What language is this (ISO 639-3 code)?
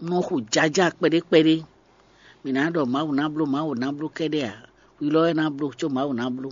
fon